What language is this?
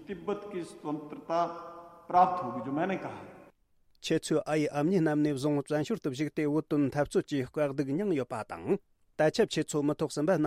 Tibetan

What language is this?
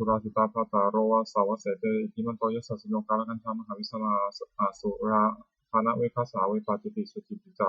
Pali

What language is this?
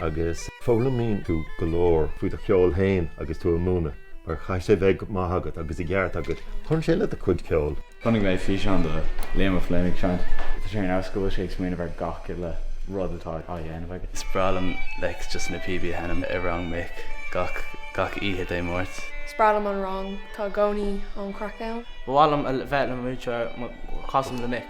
Irish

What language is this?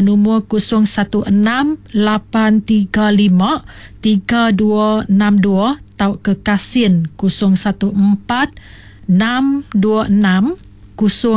Iban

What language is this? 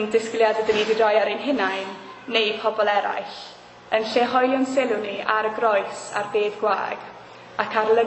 Welsh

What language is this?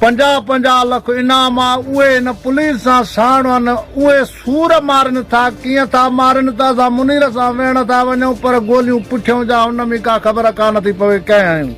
Sindhi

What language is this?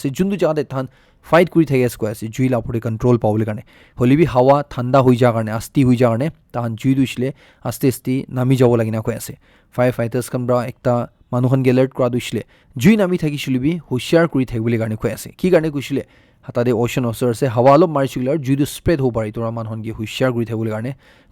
Naga Pidgin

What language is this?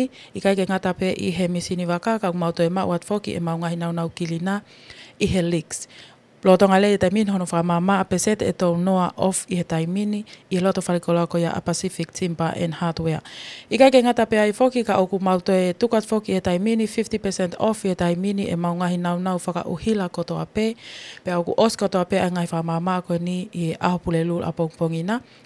Tongan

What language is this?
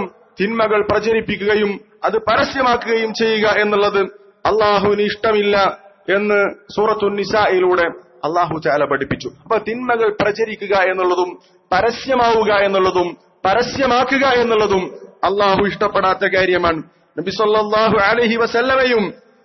Malayalam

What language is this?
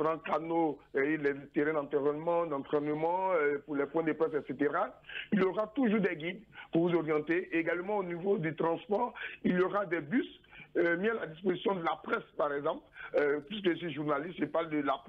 French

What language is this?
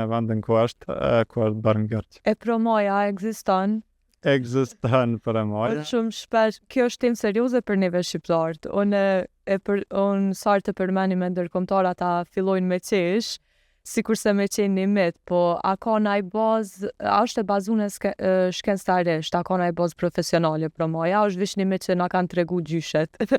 Albanian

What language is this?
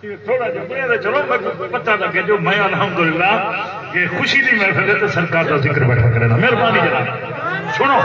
Saraiki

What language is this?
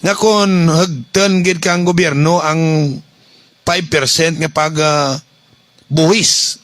Hiligaynon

